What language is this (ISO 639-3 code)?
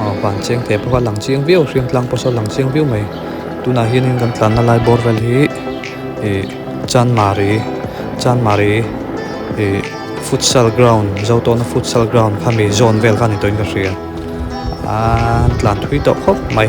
lus